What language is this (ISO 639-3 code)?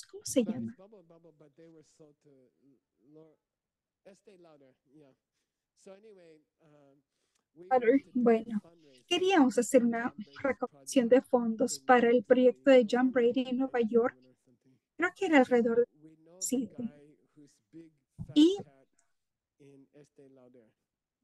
spa